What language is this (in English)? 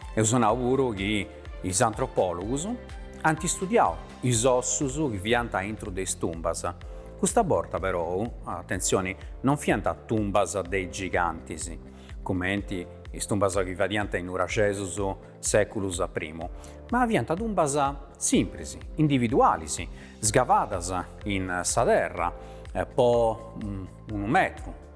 Sardinian